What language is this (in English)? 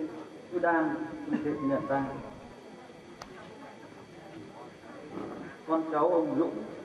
Vietnamese